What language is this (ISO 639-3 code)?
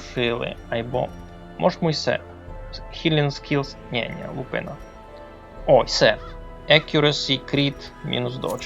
rue